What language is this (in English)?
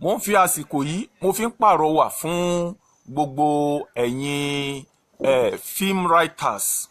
Yoruba